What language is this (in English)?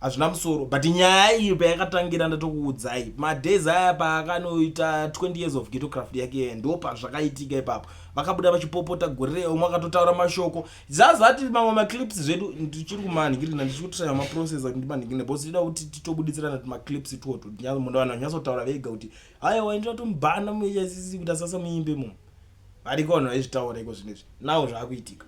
Shona